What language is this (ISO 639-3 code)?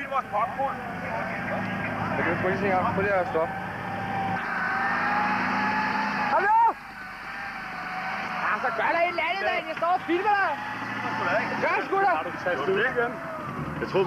dan